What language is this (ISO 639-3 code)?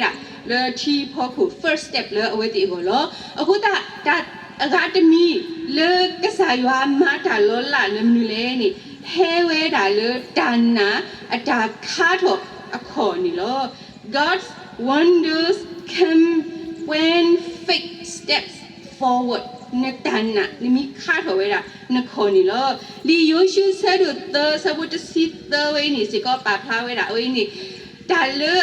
ksw